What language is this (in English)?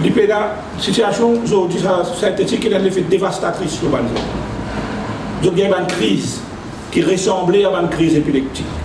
Morisyen